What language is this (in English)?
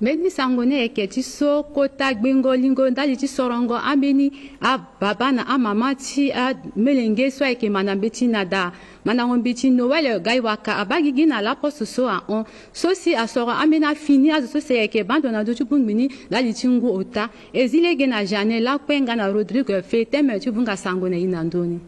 Sango